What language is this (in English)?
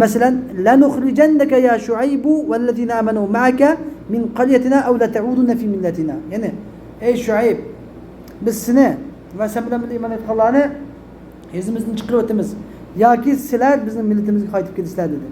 Uyghur